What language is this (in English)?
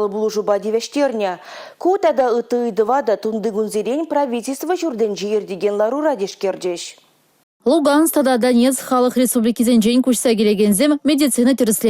Chuvash